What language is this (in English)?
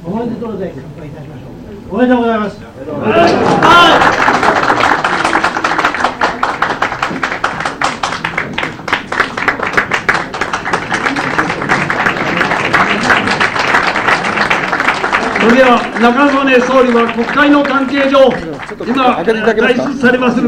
Japanese